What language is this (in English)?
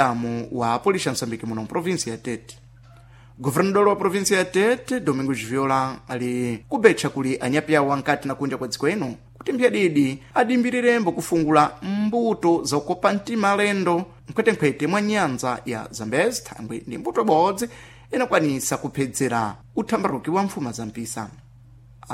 Sena